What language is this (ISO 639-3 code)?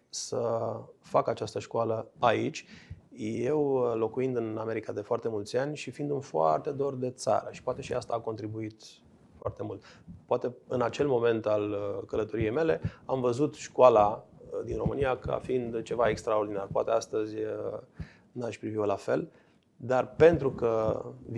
ron